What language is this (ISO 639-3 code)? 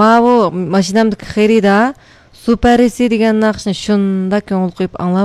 uig